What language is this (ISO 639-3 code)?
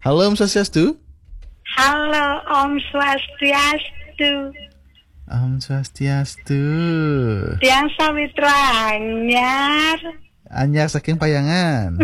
ban